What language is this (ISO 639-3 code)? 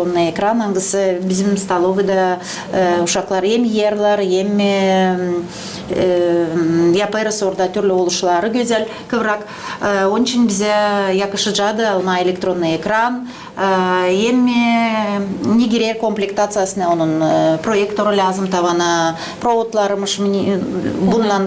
gag